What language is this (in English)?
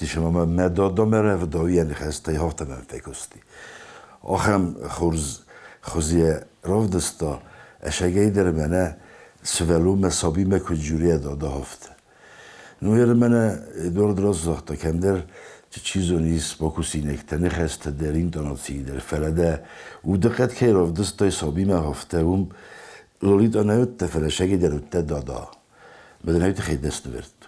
Ossetic